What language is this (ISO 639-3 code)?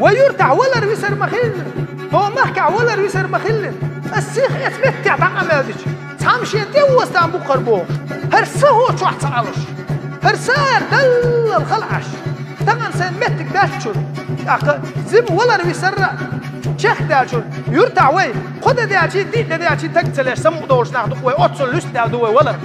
che